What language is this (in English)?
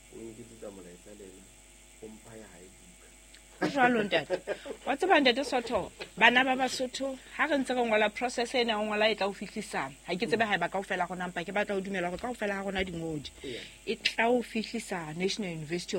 Southern Sotho